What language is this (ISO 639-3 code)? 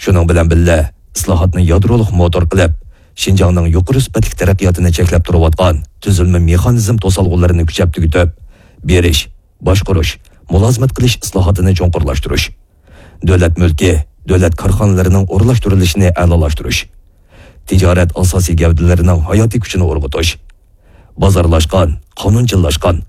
uig